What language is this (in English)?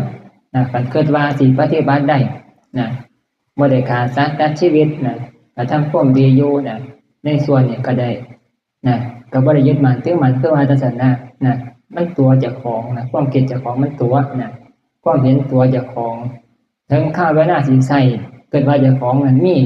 Northeastern Thai